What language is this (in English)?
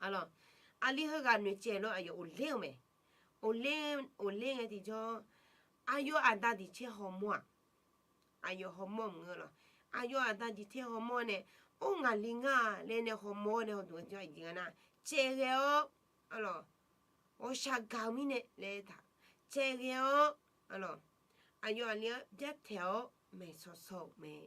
Akha